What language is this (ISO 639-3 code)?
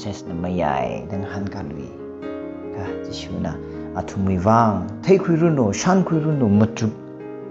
nmf